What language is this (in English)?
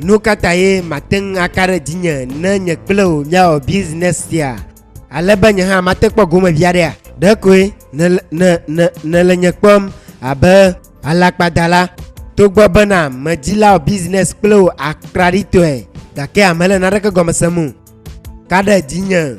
Ewe